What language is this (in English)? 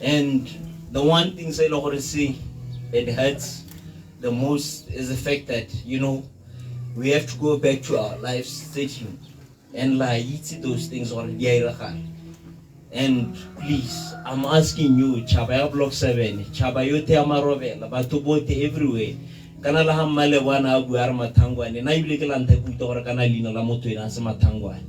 Tswana